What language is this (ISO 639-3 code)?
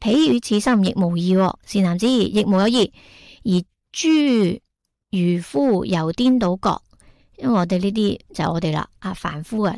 yue